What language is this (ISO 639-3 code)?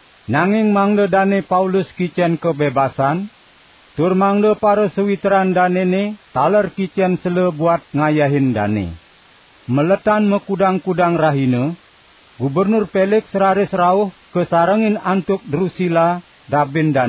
ban